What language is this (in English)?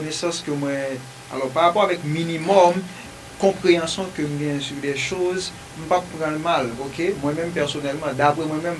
Haitian Creole